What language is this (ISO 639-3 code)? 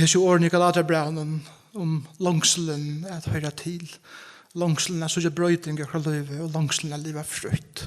fao